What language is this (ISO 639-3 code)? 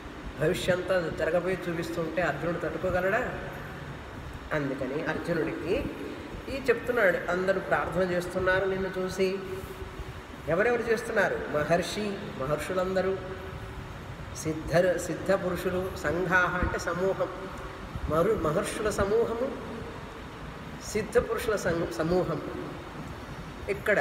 tel